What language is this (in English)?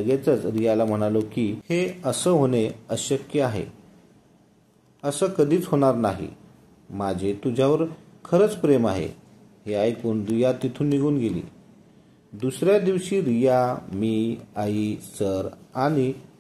Marathi